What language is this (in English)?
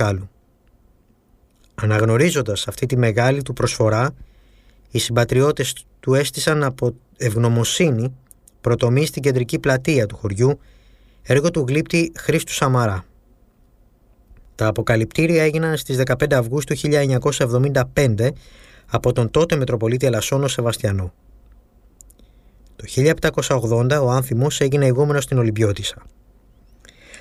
Greek